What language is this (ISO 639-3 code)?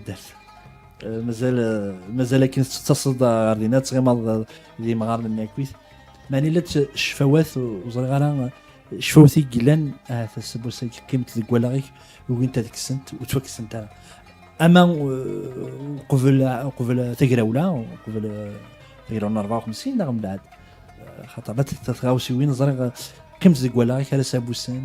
kab